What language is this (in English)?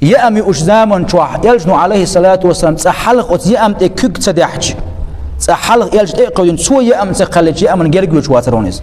Chechen